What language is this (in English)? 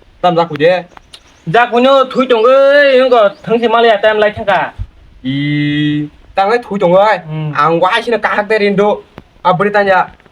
Kok Borok